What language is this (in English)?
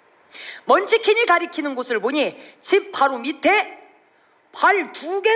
Korean